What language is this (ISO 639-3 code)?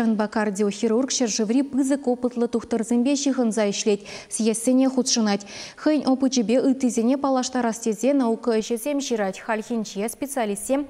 chv